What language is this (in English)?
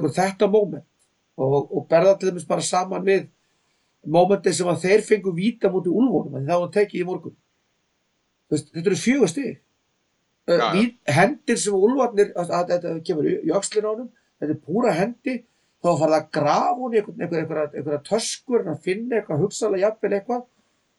Icelandic